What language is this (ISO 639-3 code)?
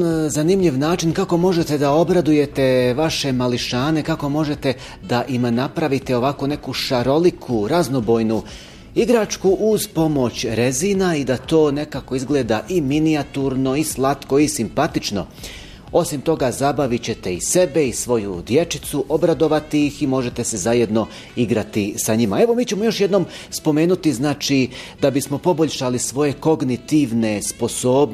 bos